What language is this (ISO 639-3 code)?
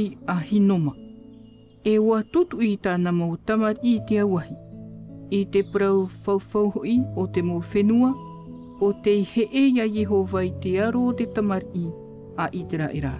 tah